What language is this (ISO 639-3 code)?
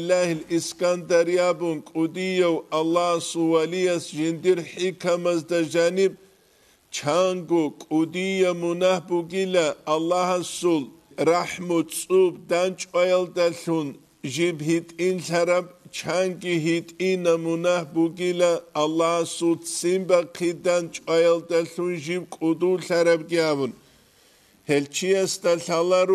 ava